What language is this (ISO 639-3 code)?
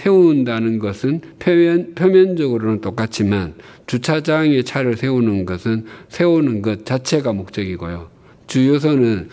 kor